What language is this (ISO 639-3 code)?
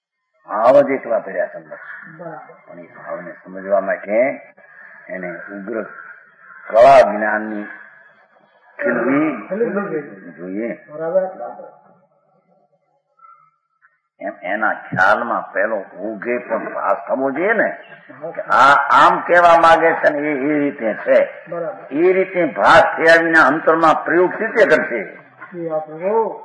guj